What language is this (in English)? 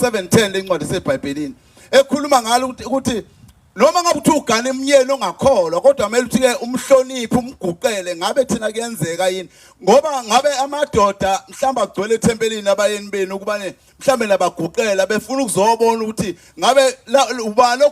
Zulu